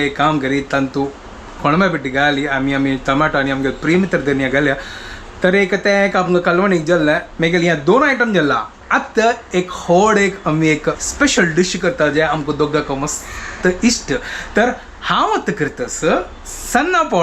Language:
Konkani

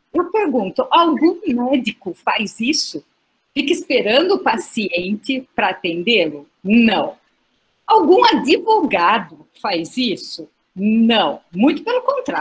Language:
Portuguese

